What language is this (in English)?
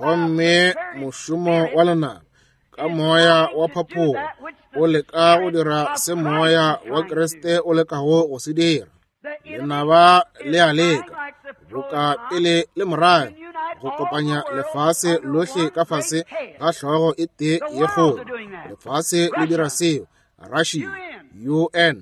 Northern Sotho